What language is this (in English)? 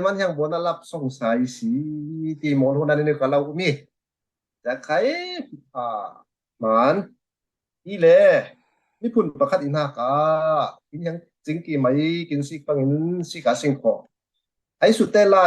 Falam Chin